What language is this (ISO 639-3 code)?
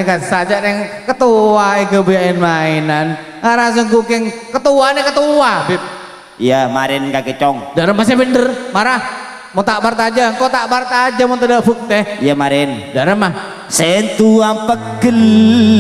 mad